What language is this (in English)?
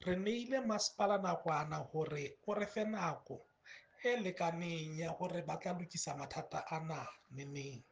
Southern Sotho